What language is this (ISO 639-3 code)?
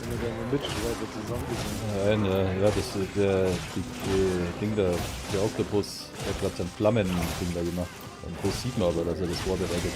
bar